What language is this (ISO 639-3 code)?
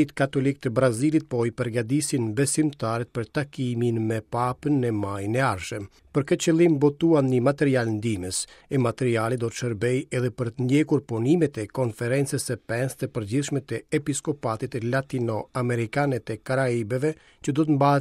sqi